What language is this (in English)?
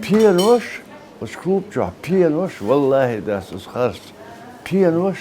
Chechen